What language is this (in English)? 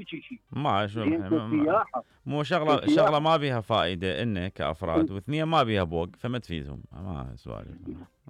Mesopotamian Arabic